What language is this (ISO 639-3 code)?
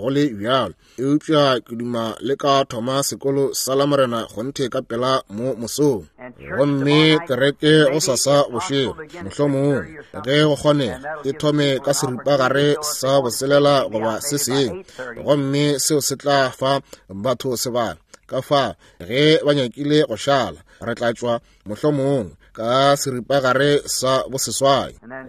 nso